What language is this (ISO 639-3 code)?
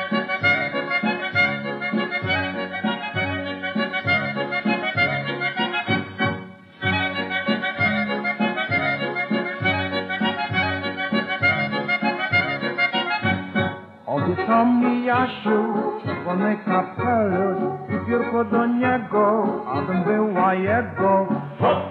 pol